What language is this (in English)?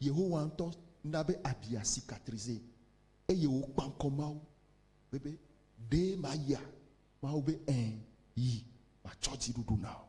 Ewe